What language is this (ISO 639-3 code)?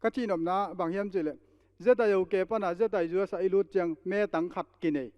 ctd